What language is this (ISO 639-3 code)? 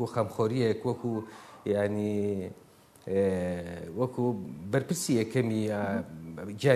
ckb